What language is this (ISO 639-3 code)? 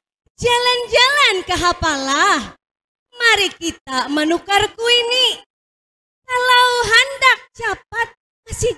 bjn